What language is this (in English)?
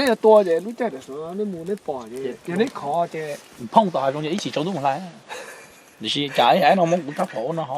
Hmong